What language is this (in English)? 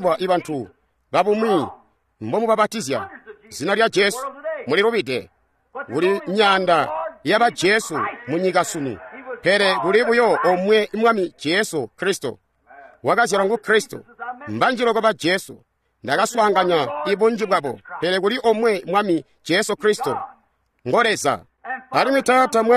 Tonga (Zambia)